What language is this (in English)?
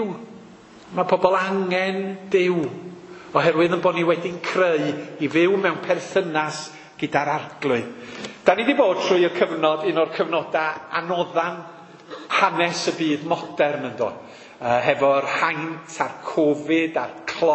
Welsh